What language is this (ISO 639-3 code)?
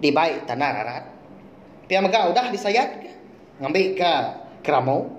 iba